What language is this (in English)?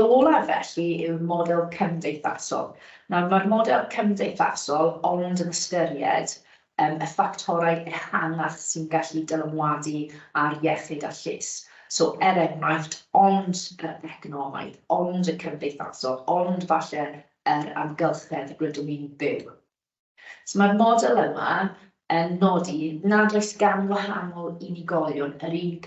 Welsh